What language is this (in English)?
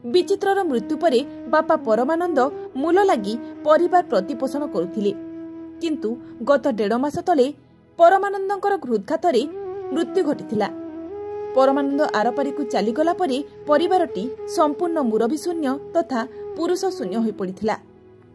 Odia